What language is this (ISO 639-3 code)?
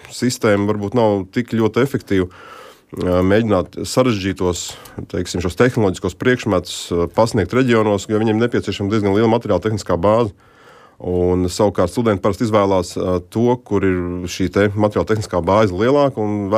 lav